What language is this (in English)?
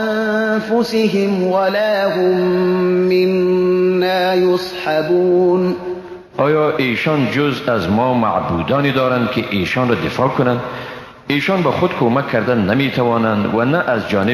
Persian